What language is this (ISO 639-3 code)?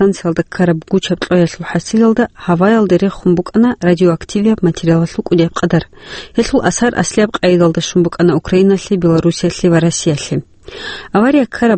ava